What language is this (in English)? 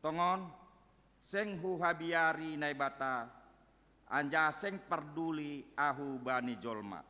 Batak Simalungun